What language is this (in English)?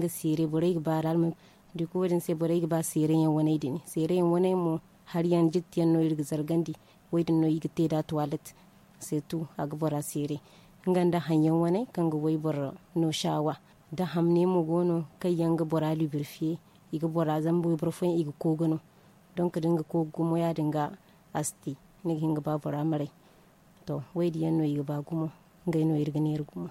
Zarma